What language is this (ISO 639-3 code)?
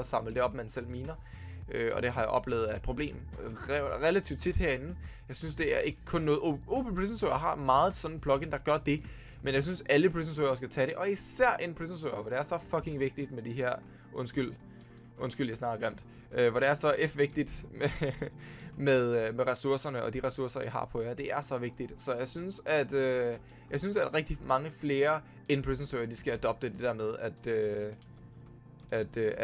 dan